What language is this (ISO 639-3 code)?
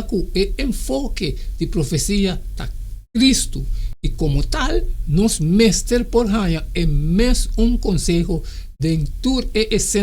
pap